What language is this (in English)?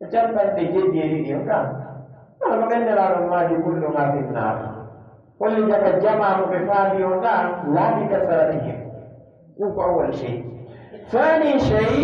Pular